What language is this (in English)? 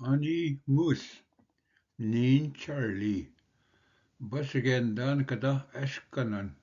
Ojibwa